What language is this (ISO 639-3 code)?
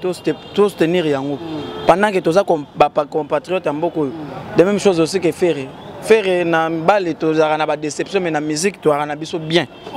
lin